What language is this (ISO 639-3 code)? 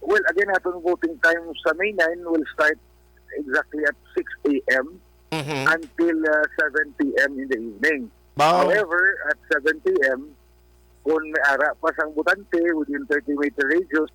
hil